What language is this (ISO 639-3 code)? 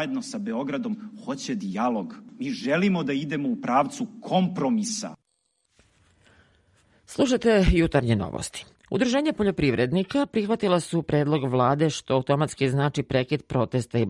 srp